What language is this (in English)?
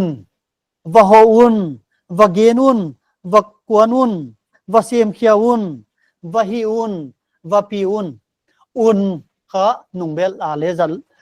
Paite Chin